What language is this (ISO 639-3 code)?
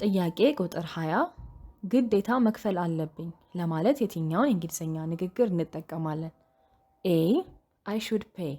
amh